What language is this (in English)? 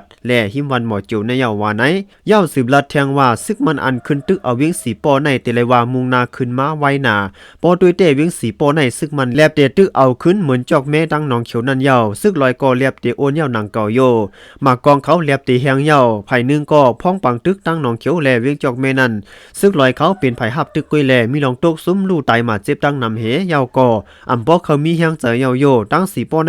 Shan